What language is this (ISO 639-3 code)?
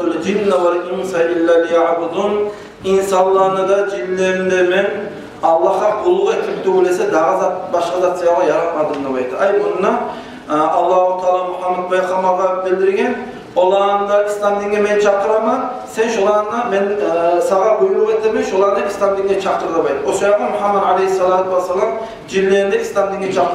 kum